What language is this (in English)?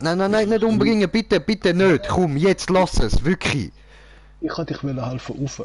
Swiss German